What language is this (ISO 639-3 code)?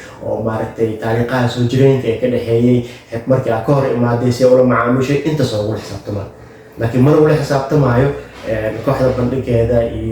som